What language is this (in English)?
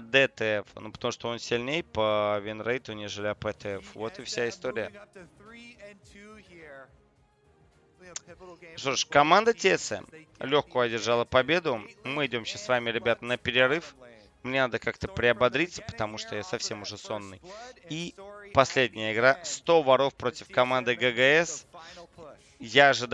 Russian